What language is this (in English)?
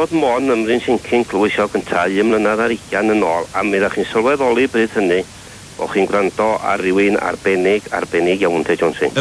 Welsh